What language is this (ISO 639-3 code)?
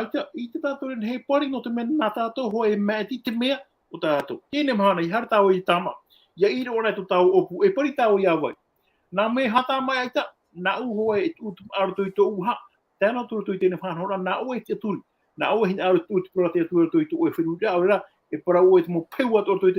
tah